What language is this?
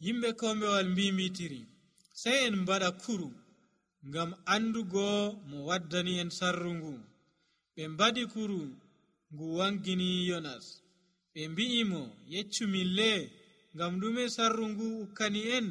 Nigerian Fulfulde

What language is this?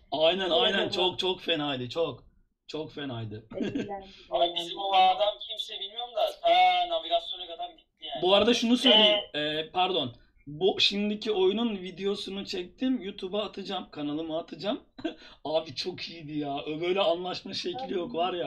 Turkish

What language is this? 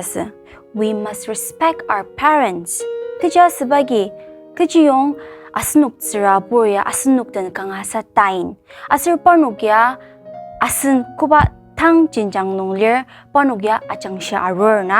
Ao Naga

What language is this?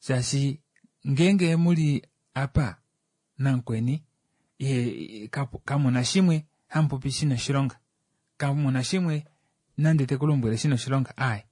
Kuanyama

